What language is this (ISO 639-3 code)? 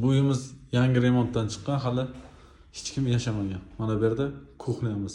uzb